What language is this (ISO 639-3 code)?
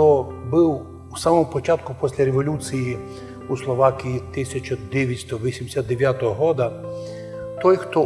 rue